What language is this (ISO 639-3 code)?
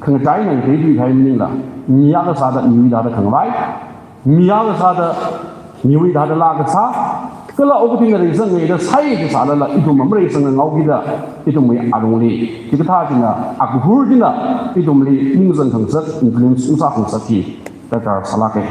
nmf